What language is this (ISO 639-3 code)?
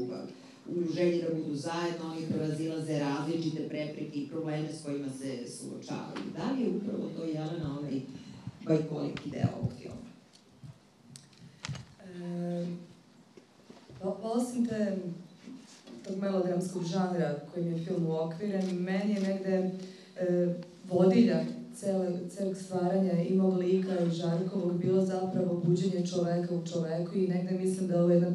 srp